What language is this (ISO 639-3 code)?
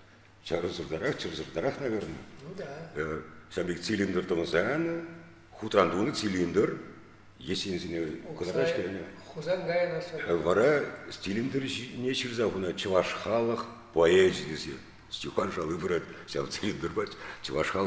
chv